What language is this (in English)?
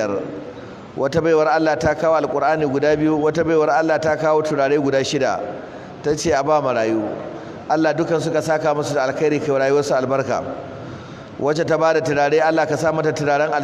Hausa